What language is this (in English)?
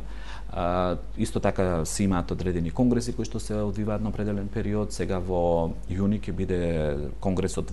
Macedonian